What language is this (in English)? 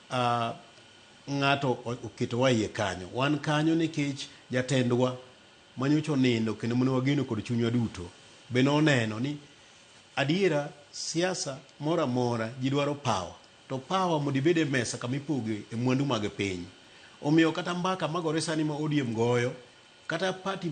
Luo (Kenya and Tanzania)